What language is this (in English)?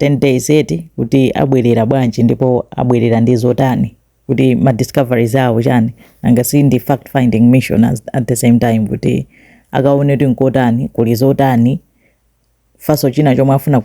Nyanja